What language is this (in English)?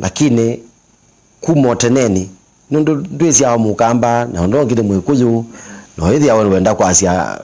Kamba